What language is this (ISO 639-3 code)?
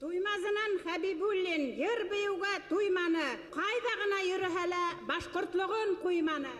bak